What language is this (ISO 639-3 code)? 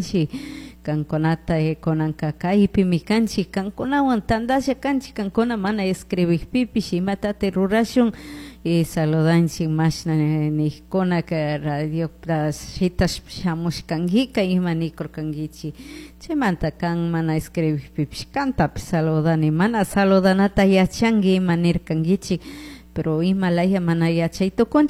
qug